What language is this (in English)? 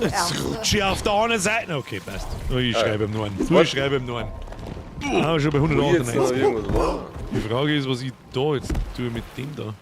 Bavarian